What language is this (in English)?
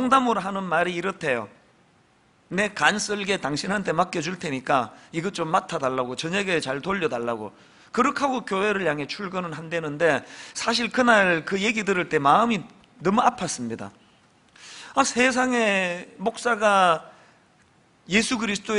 Korean